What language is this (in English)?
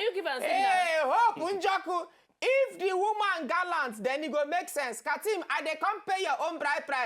Nigerian Pidgin